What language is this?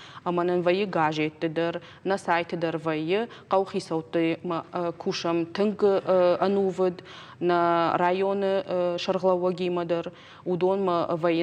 Ossetic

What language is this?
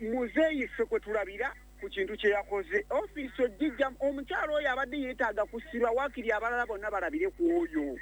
Ganda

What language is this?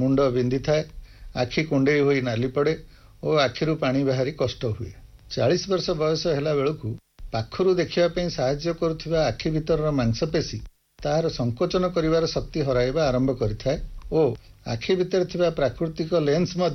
Odia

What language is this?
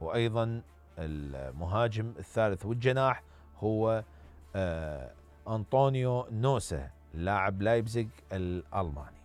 Mesopotamian Arabic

